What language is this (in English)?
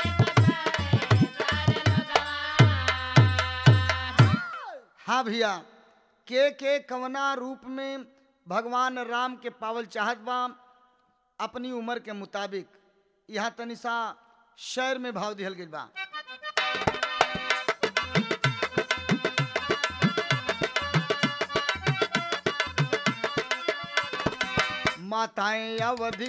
Bhojpuri